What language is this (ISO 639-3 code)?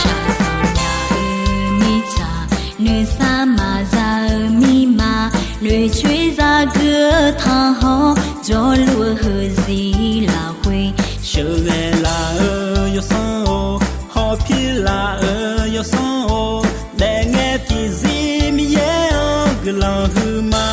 ahk